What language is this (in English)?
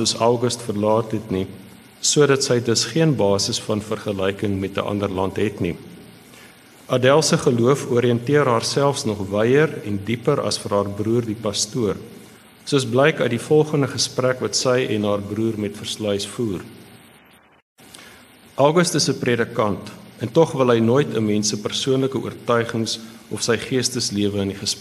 Afrikaans